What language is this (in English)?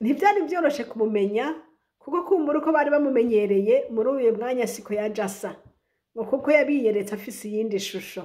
Rundi